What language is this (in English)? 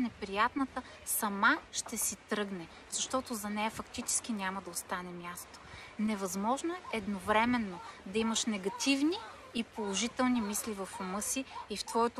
Bulgarian